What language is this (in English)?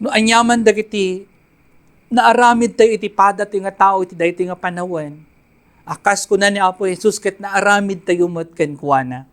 Iloko